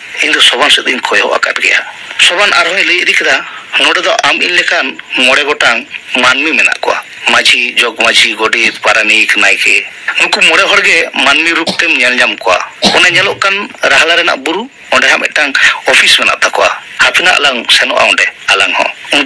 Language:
Santali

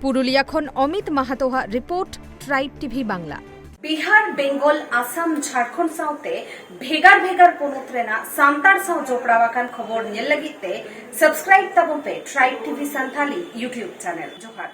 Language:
Santali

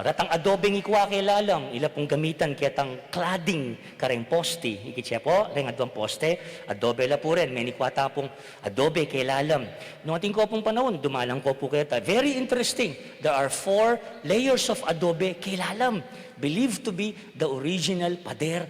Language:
Pampanga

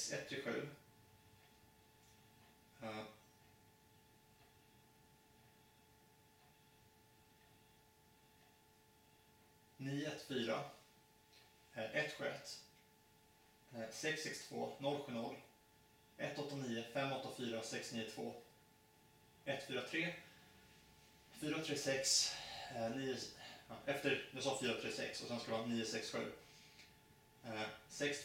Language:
Swedish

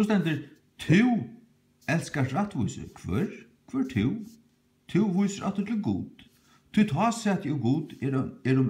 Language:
Faroese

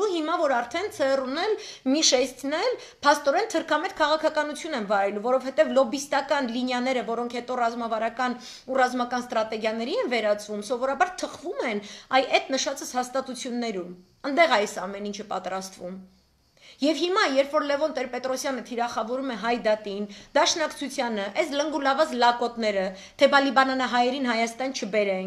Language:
Armenian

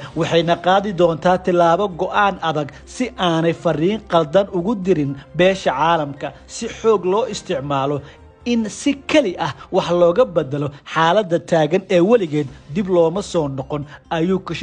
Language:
Somali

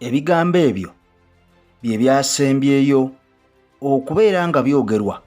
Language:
Ganda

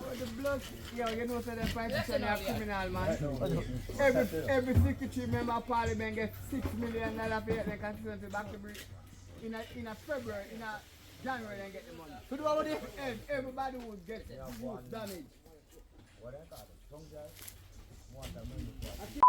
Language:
Jamaican Creole English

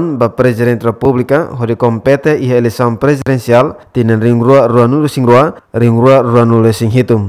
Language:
Tetum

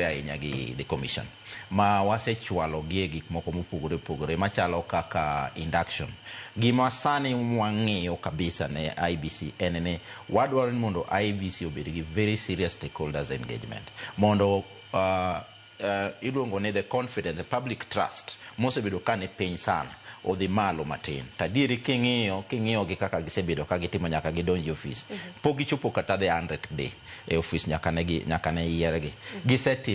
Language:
Luo (Kenya and Tanzania)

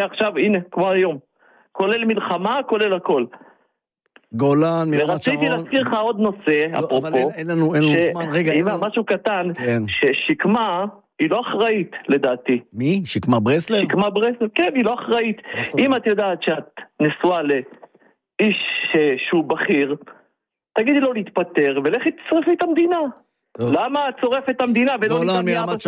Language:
Hebrew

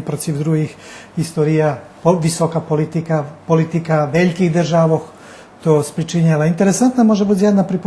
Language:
Rusyn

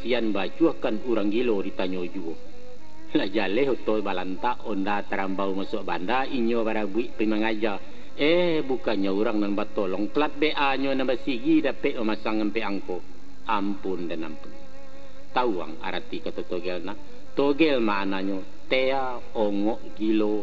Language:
Minangkabau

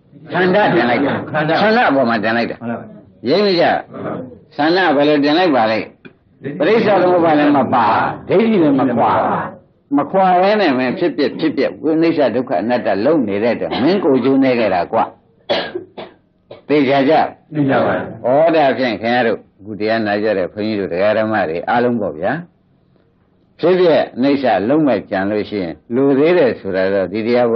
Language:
Burmese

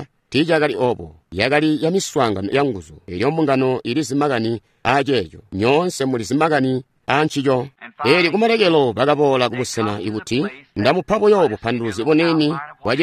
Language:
Tonga (Zambia)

